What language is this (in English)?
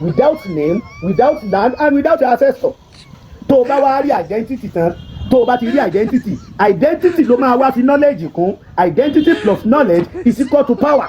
Yoruba